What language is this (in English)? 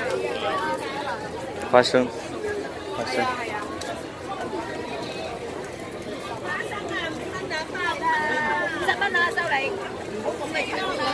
Chinese